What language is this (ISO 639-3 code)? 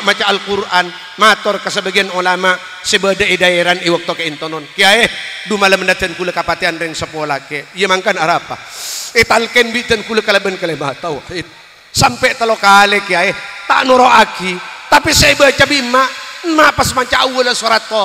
mad